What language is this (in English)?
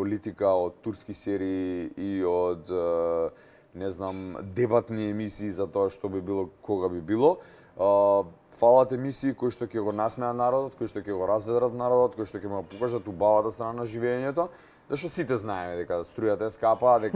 Macedonian